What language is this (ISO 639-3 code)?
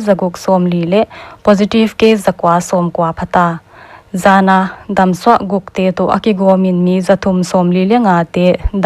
pck